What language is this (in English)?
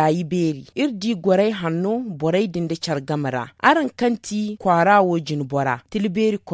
Zarma